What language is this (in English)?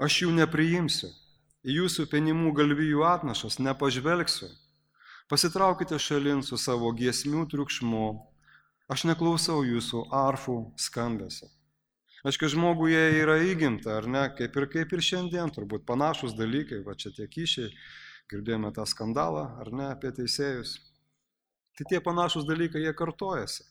Lithuanian